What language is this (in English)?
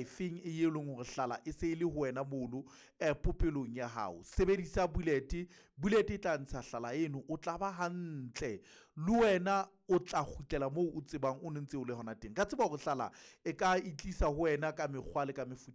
Southern Sotho